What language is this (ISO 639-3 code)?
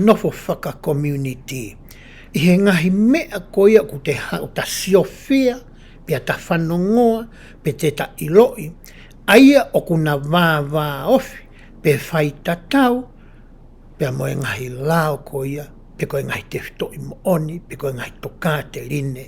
ton